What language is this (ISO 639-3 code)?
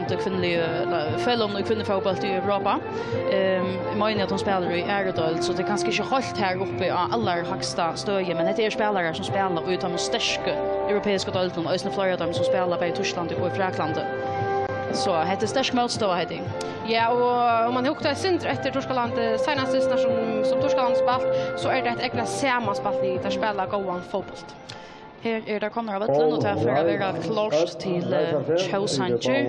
fao